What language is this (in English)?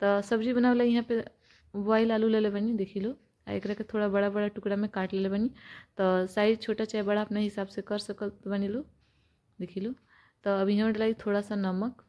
Bhojpuri